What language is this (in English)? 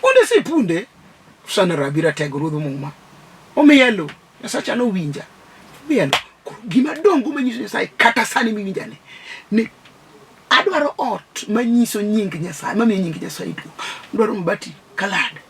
Luo (Kenya and Tanzania)